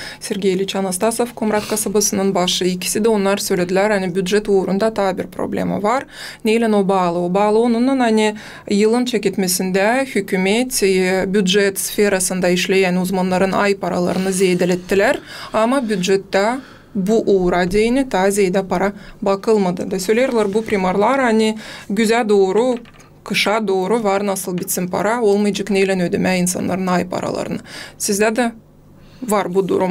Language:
Gagauz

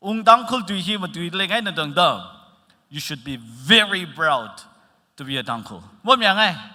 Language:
Tangkhul Naga (India)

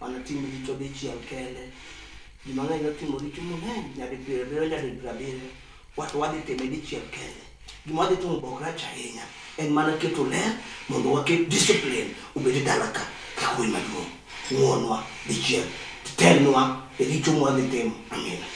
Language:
Luo (Kenya and Tanzania)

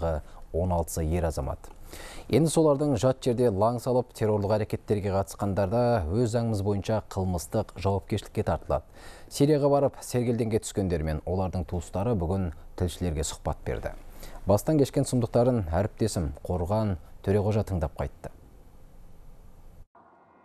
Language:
Kazakh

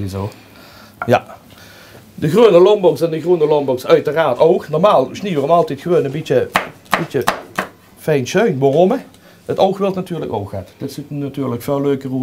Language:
Limburgish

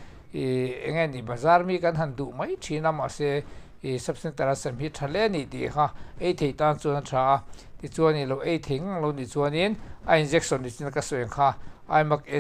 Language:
Mizo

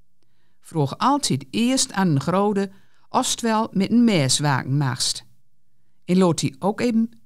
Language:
Gronings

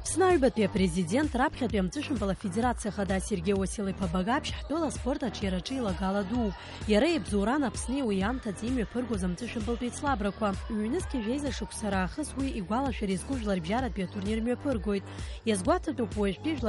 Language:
Abkhazian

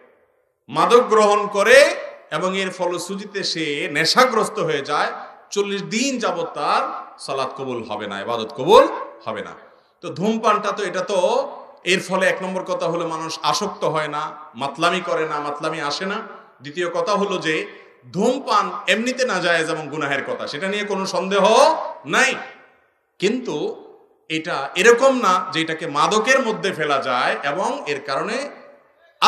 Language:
Bangla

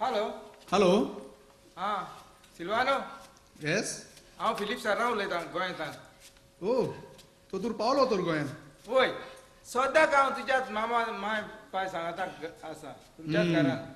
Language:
Konkani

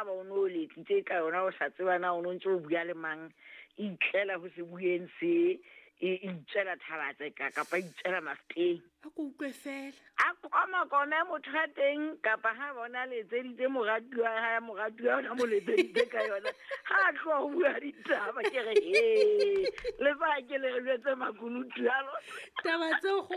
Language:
Southern Sotho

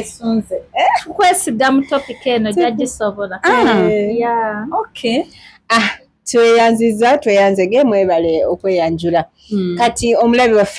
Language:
Ganda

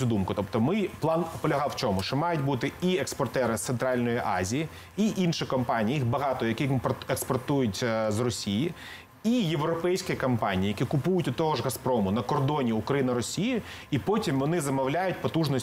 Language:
Ukrainian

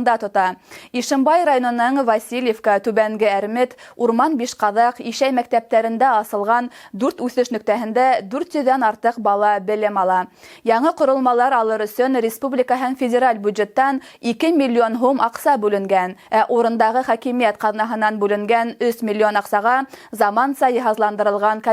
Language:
Bashkir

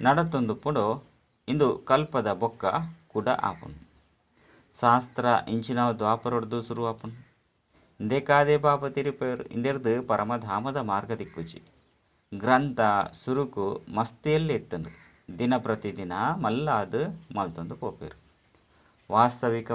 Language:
Tulu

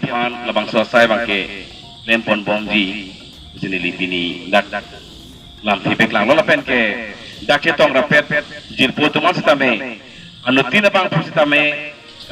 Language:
Karbi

